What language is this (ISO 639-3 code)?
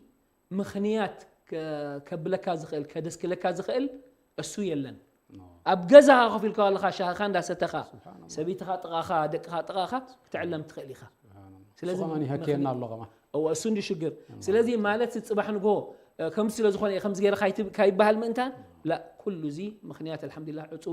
tir